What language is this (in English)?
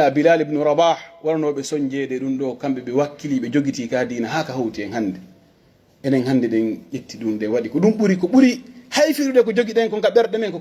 Pular